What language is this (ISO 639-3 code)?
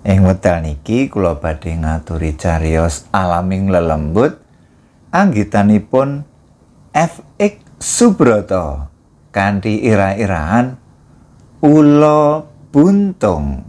jav